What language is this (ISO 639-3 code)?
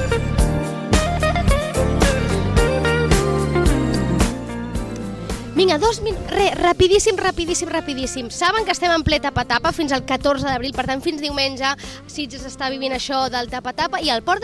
cat